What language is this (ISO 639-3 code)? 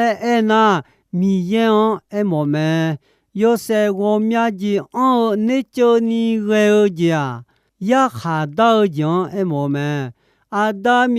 ahk